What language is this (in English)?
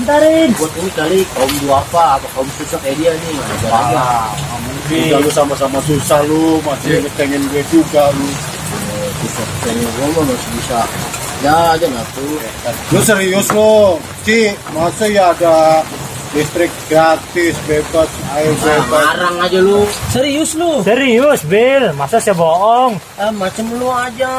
Betawi